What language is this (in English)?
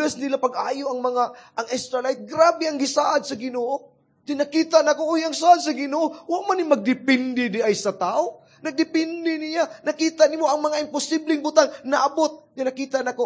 Cebuano